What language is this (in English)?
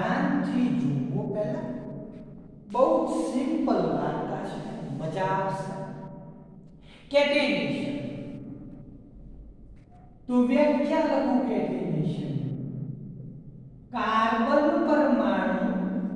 Gujarati